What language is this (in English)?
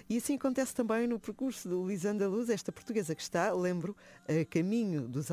Portuguese